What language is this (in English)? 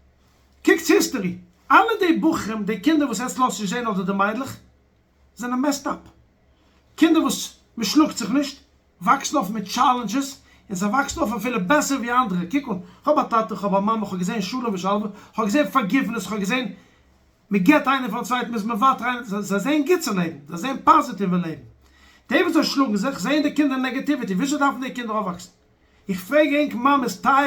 Yiddish